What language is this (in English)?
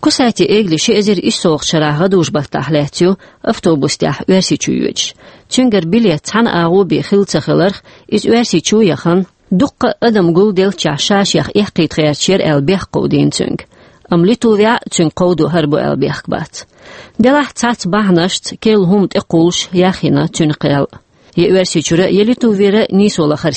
Chechen